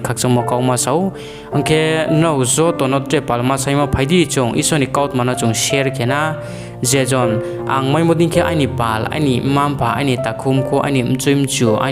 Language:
Riang (India)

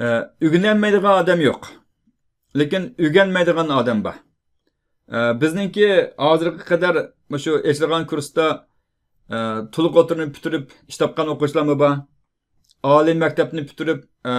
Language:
Uyghur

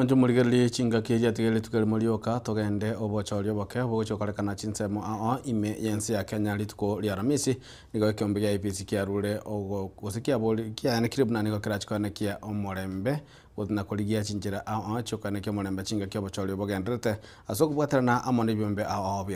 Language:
Gusii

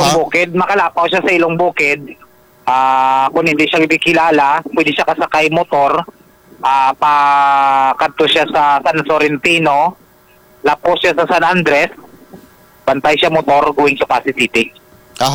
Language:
Hiligaynon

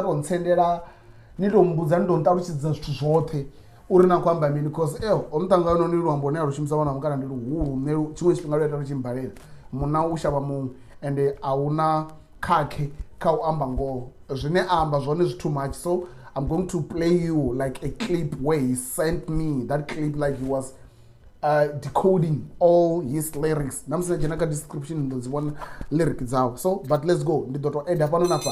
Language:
Venda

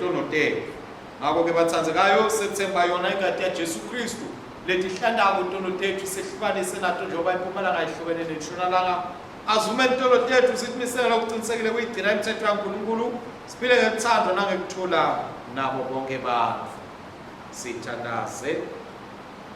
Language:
Swati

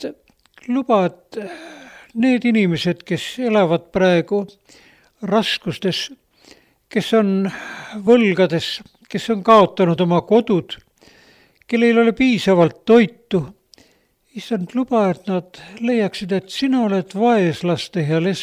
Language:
Estonian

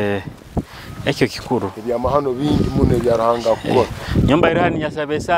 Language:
Nyoro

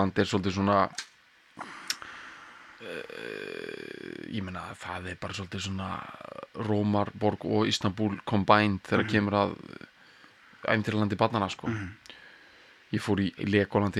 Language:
Icelandic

